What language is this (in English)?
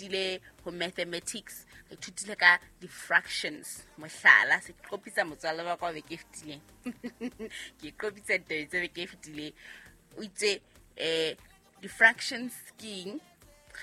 Southern Sotho